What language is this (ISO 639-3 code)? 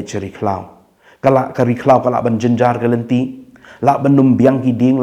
kha